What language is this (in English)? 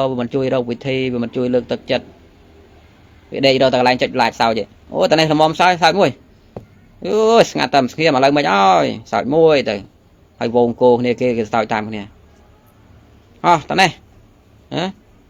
Khmer